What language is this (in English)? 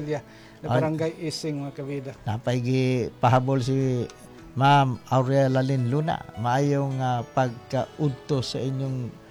Cebuano